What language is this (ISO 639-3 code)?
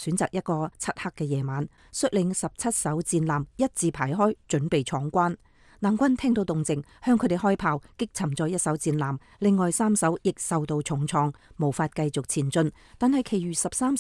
yue